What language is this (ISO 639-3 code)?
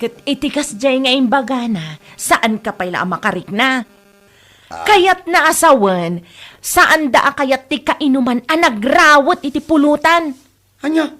ilo